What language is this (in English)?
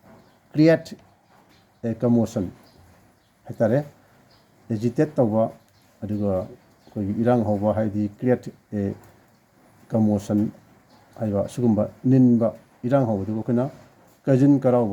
Manipuri